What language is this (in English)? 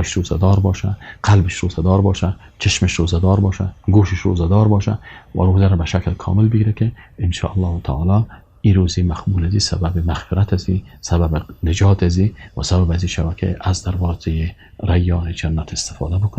Persian